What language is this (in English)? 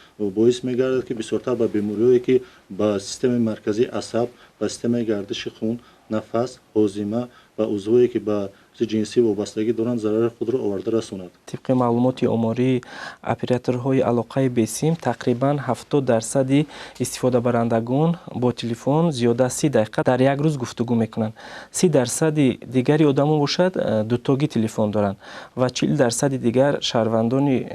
Tajik